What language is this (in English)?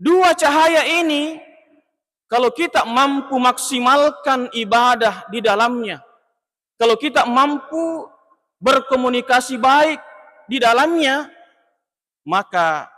Buginese